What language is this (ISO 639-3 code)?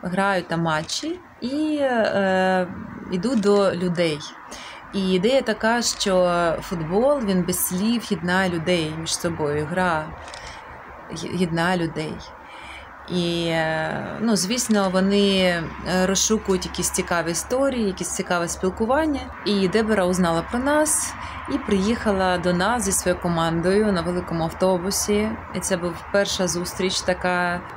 ukr